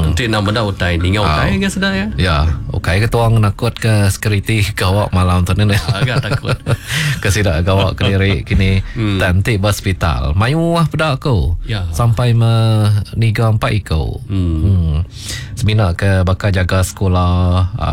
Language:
Iban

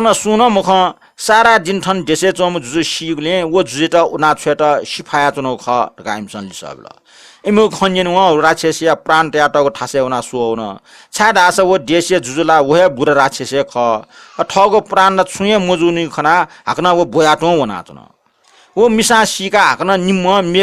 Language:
Newari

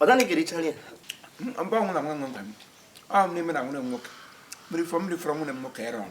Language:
Igbo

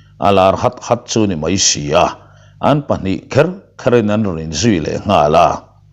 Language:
Mizo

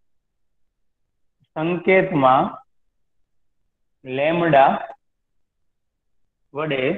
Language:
Gujarati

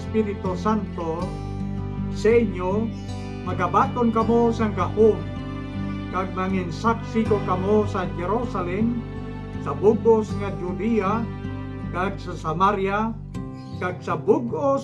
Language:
Hiligaynon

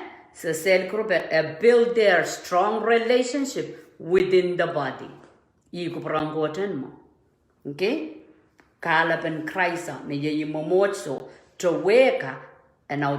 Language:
Pohnpeian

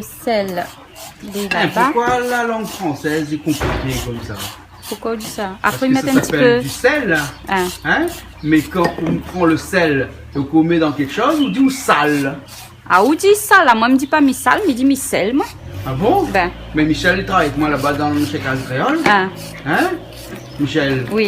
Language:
Réunion Creole French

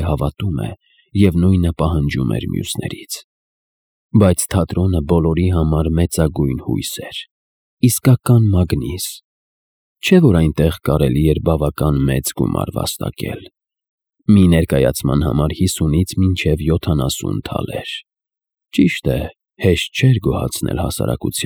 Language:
Armenian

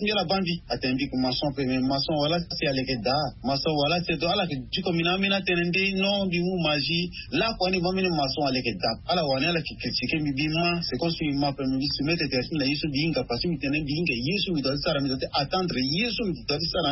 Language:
Sango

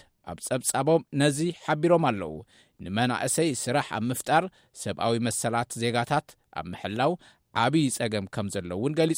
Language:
Tigrinya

